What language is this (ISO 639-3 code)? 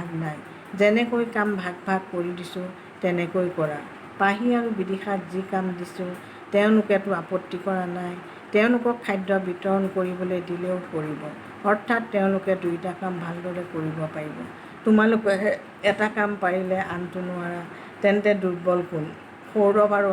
asm